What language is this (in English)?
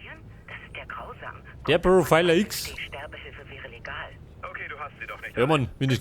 Bavarian